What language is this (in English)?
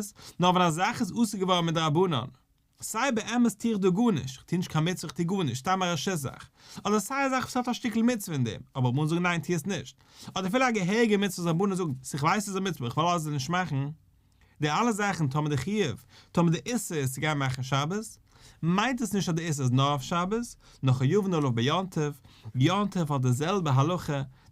Yiddish